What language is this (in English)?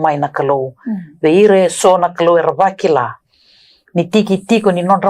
Fijian